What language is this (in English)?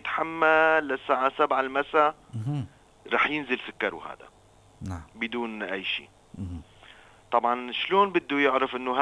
North Levantine Arabic